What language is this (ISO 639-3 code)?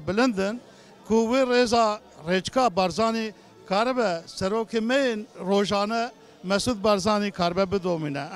kur